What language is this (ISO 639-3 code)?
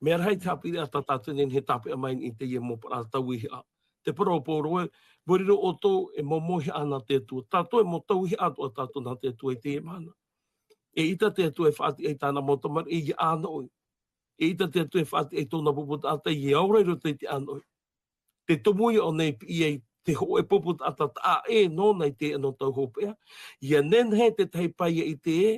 tah